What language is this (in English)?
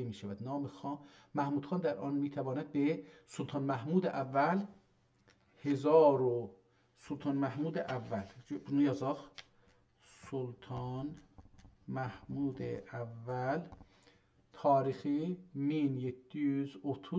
South Azerbaijani